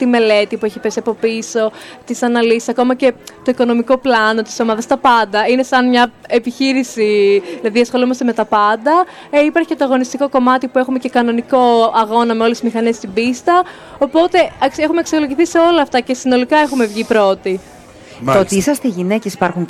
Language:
Greek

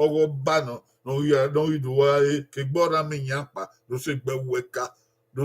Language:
Bini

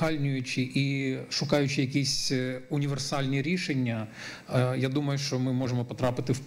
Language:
Ukrainian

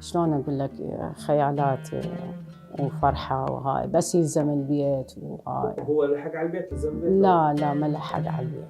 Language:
Mesopotamian Arabic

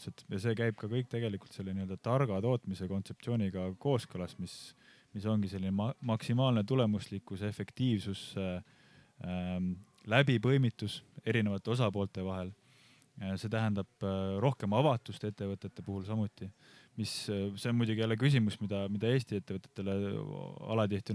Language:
Estonian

